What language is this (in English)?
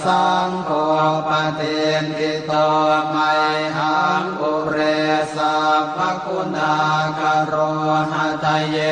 Pali